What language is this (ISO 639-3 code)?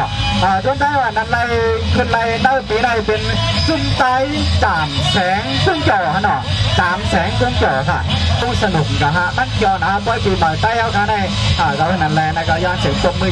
shn